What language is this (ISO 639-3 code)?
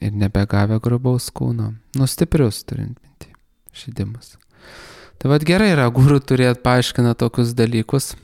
lit